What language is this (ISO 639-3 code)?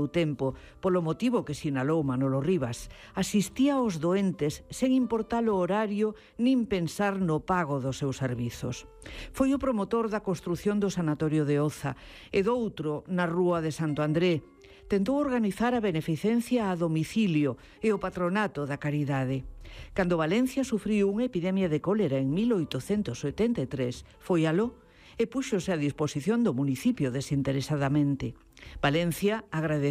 glg